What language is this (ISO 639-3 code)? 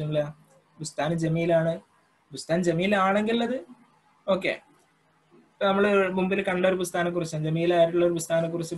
mal